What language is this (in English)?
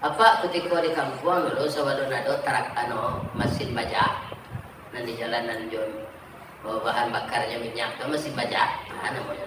Minangkabau